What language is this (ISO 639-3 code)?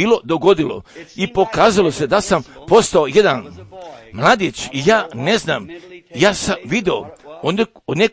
hrv